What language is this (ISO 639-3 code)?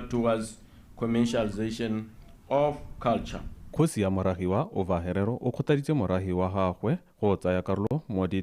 tsn